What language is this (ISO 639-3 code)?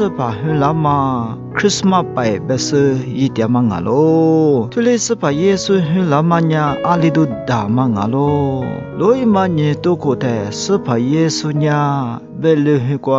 lis